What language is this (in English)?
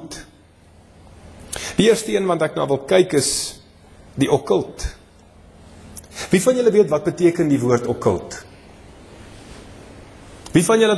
Afrikaans